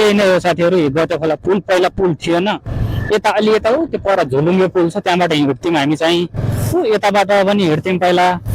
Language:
Nepali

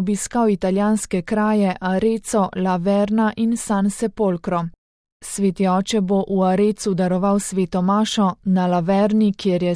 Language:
Slovenian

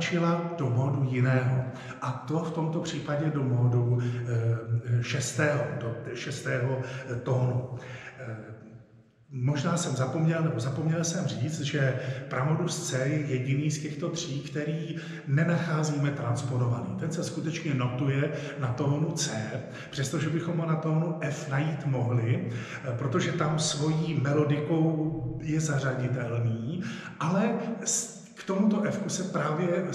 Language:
Czech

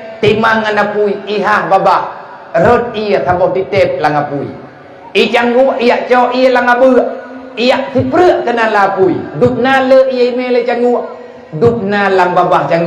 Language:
Achinese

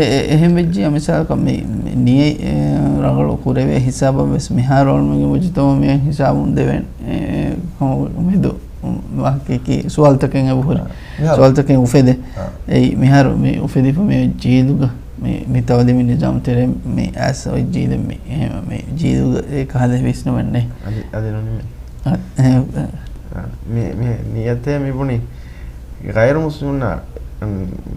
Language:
Divehi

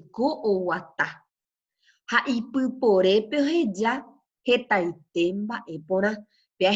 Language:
Guarani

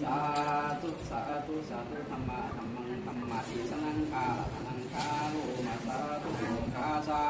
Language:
Lü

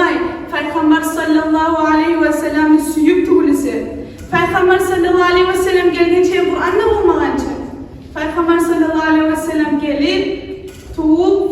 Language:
Kumyk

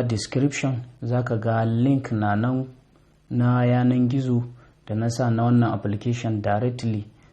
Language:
Hausa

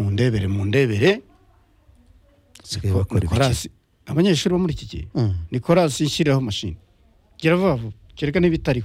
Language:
Kinyarwanda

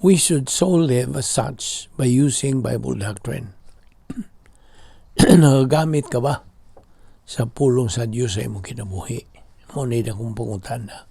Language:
Cebuano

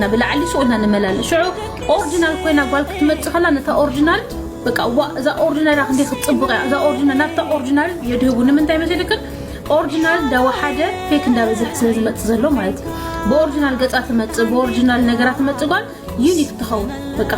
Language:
Tigrinya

